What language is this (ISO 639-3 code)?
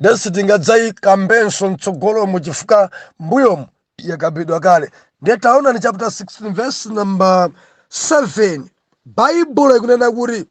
nya